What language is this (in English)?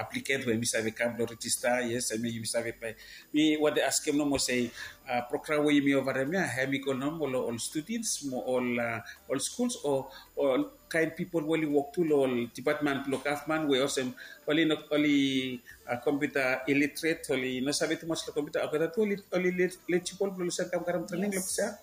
Bislama